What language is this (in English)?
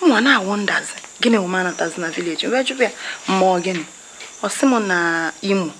Igbo